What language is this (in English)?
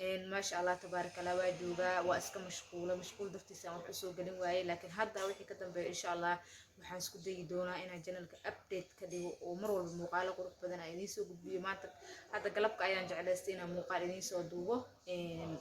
Somali